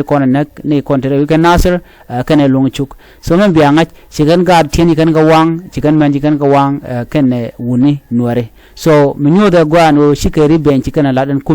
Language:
Nuer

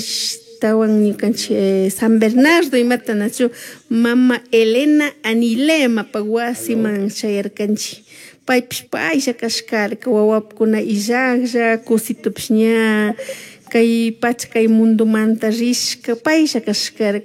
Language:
Chimborazo Highland Quichua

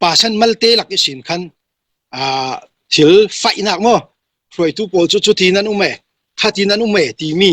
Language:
Falam Chin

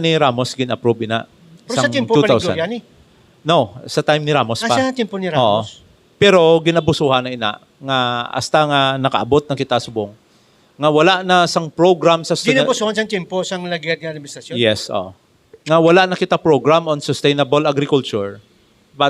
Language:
Hiligaynon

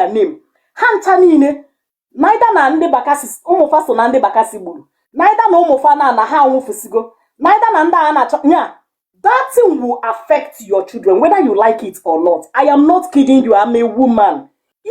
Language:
Igbo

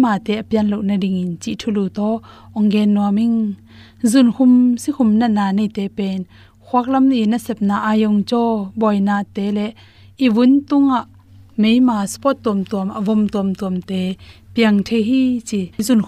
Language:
Tedim Chin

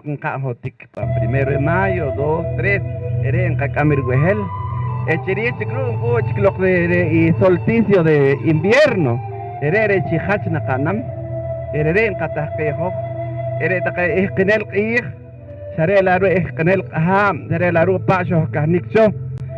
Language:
Poqomchi'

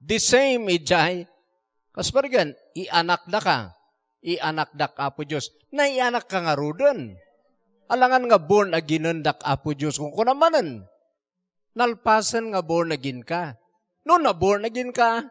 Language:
Iloko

